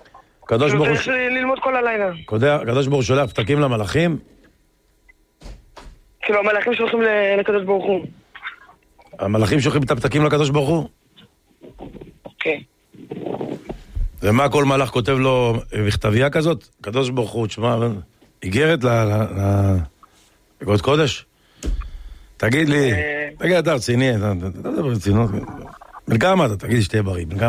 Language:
Hebrew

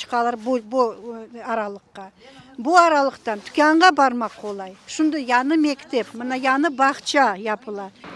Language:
Crimean Tatar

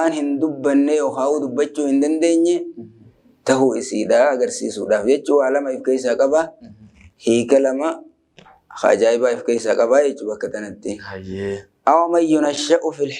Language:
Oromo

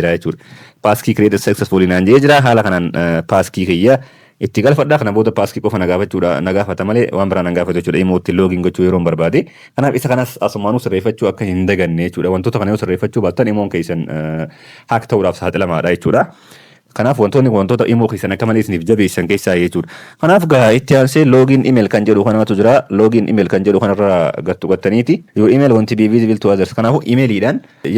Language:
Oromo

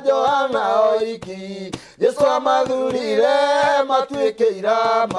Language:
Kikuyu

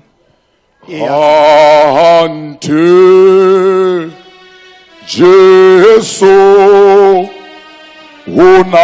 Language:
Tswana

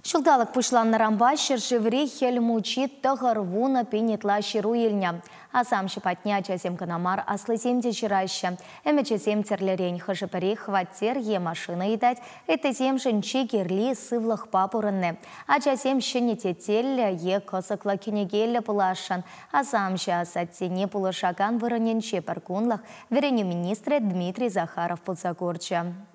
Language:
Chuvash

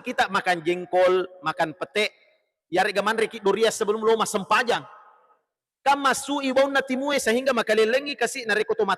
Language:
Buginese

